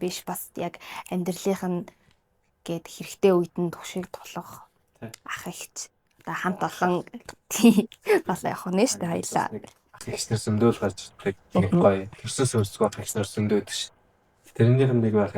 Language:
Mongolian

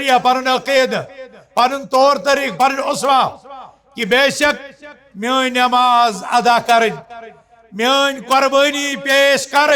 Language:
Kashmiri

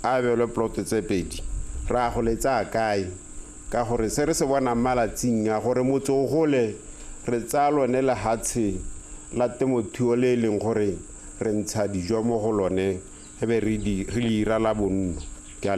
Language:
Tswana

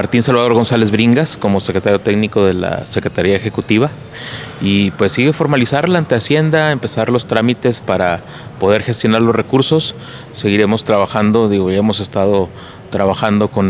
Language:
Spanish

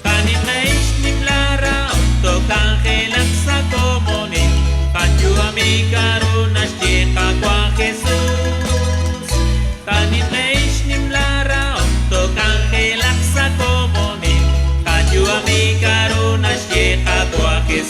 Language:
Kekchí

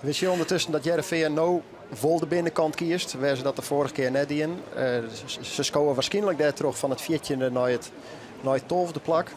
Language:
Western Frisian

